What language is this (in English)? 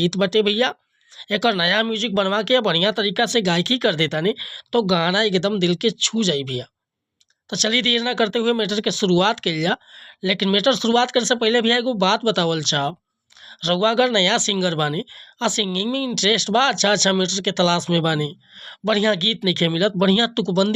Bhojpuri